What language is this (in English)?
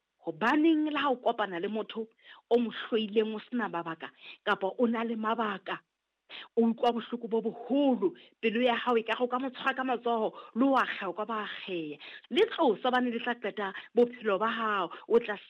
Southern Sotho